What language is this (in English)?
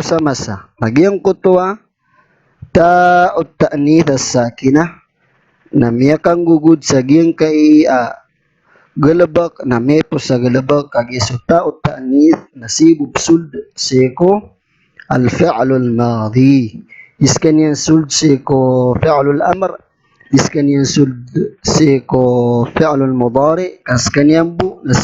Maranao